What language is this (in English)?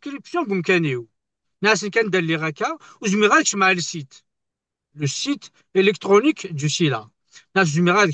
Kabyle